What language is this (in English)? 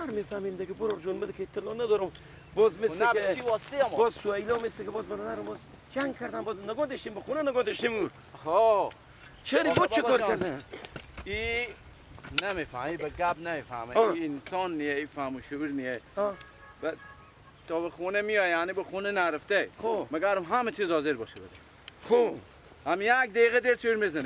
Persian